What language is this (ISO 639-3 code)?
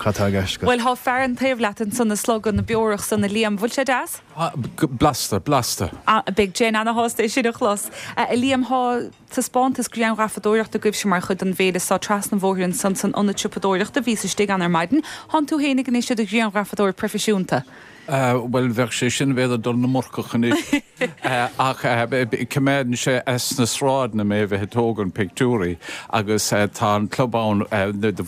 gle